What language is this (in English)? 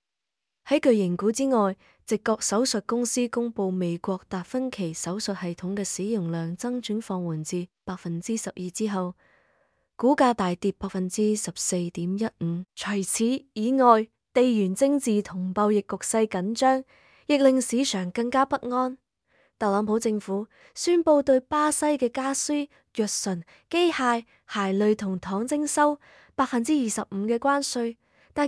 Cantonese